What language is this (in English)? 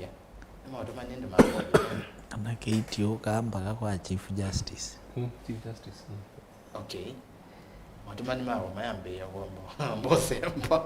Kamba